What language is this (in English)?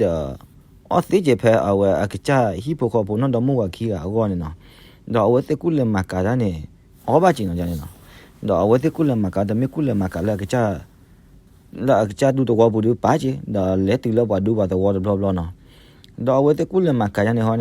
S'gaw Karen